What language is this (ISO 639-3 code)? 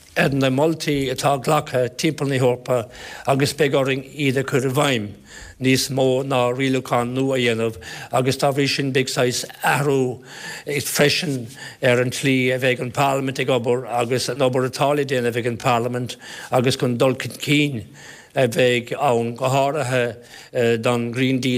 gle